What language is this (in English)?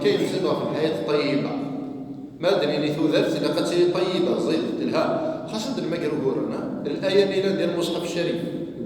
Kabyle